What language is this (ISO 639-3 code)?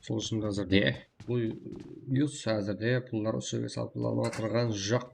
kaa